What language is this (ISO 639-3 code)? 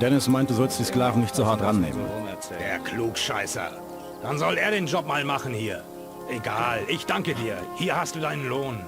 bar